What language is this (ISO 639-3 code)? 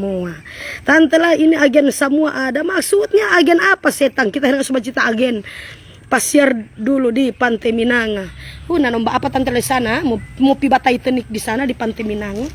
xmm